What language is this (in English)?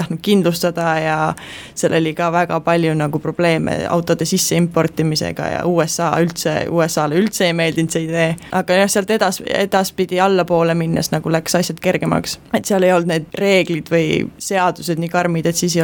Estonian